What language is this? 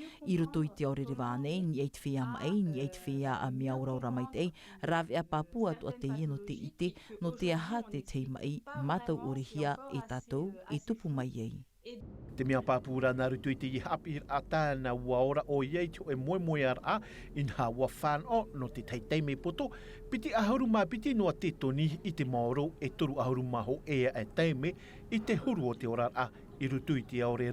Tahitian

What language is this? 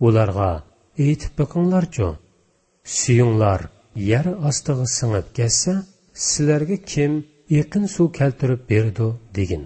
Uyghur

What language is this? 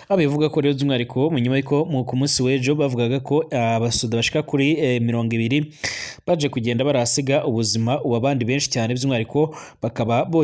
Rundi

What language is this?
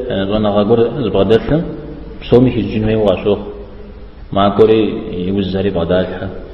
Kabardian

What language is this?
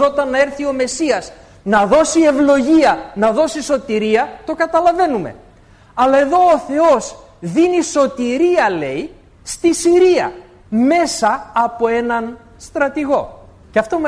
Greek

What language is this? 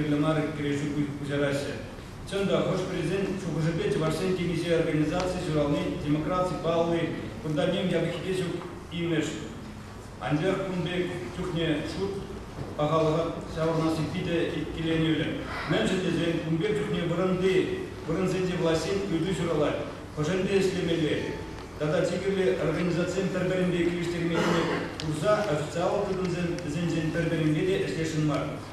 Chuvash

